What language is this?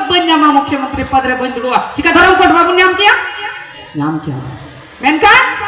Santali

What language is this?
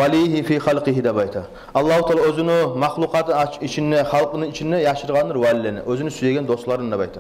Kumyk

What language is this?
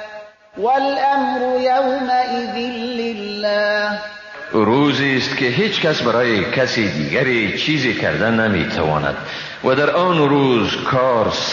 Persian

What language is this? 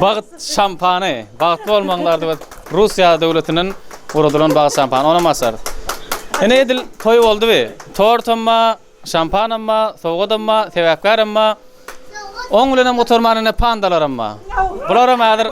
Turkmen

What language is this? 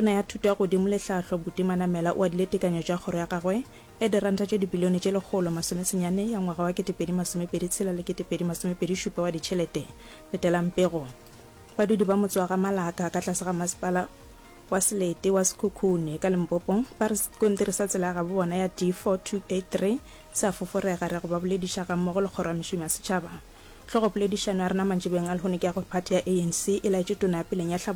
Northern Sotho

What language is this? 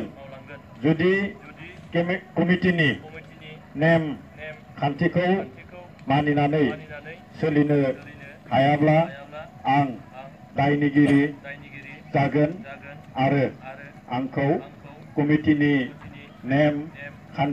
Bodo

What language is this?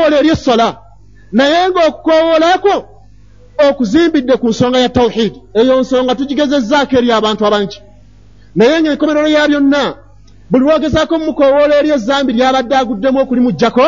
Ganda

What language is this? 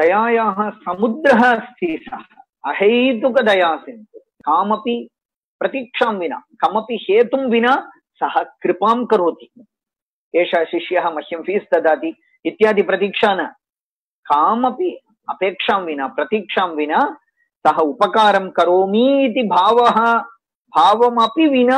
Sanskrit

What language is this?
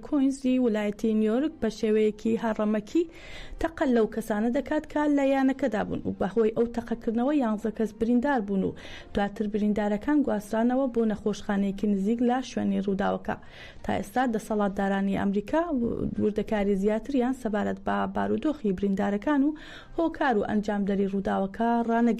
Central Kurdish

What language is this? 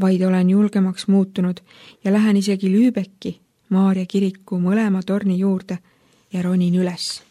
Estonian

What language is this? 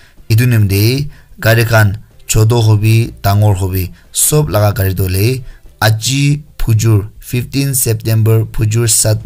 Naga Pidgin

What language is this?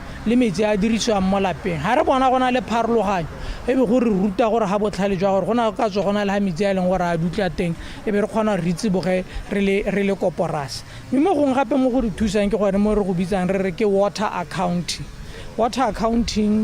Tswana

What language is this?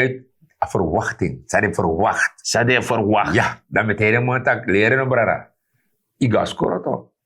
Sranan Tongo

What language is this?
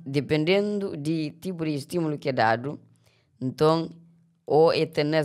Kabuverdianu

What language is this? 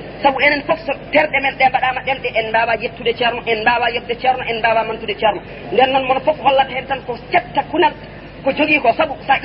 Fula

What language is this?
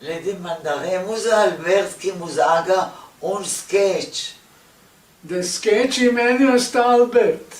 Ladino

